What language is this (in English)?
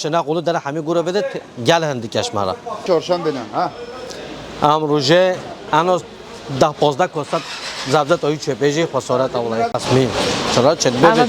Kurdish